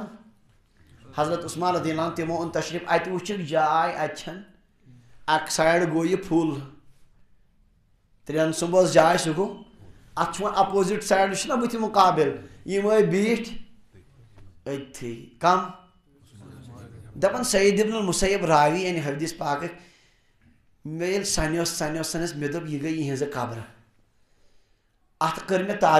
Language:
Kashmiri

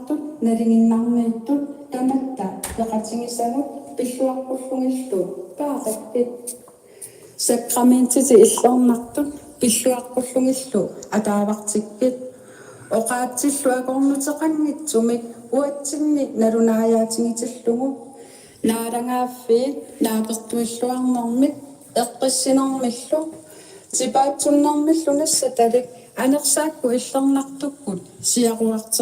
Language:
Kalaallisut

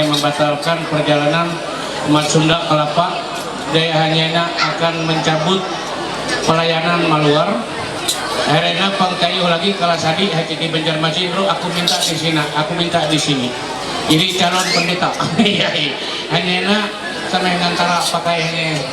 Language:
Ma'anyan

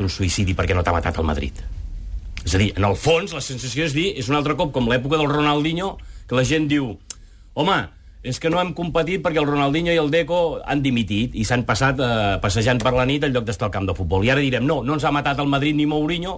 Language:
Catalan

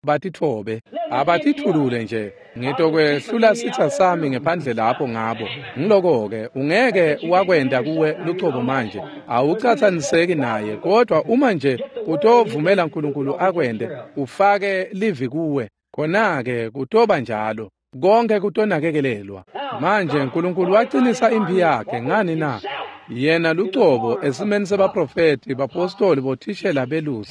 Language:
Swati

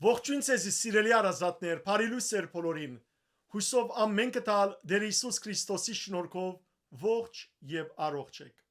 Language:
Western Armenian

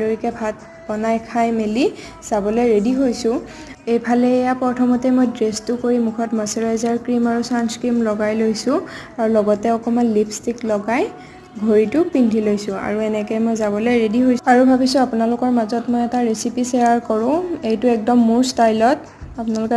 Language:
Assamese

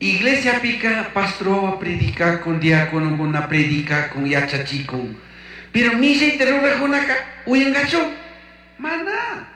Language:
Chimborazo Highland Quichua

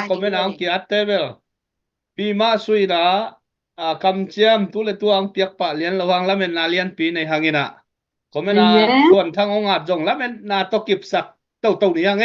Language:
Tedim Chin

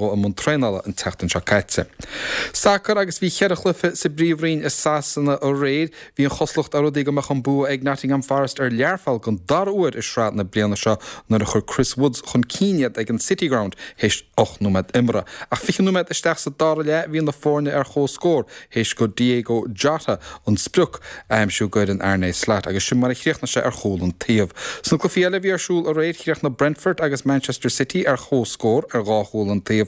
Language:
Irish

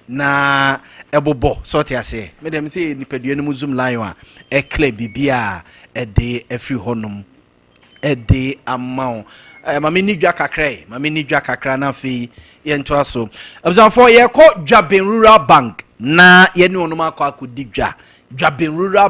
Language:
Akan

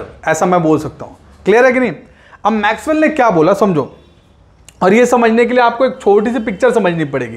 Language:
Hindi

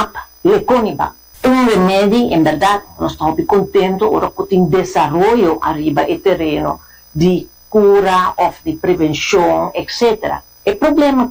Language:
Papiamento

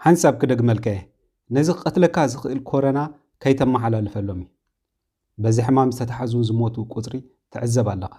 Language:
Tigrinya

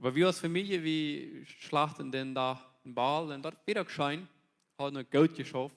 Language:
Plautdietsch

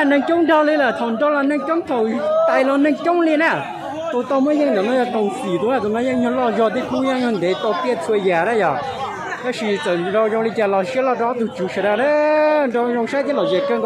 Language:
Hmong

